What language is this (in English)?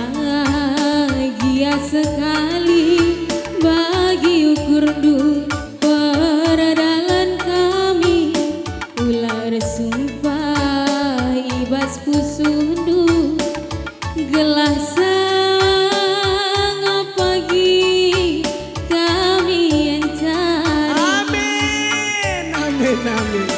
Batak Karo